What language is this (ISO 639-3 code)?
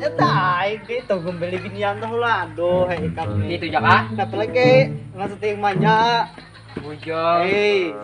bjn